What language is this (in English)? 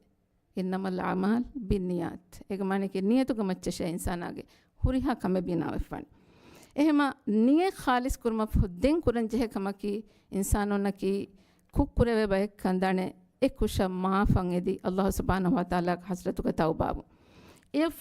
Divehi